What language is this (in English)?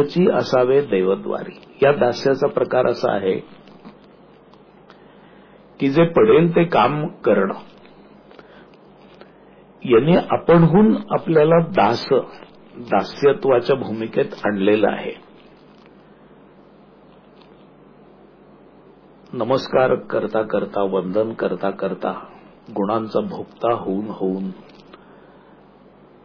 Marathi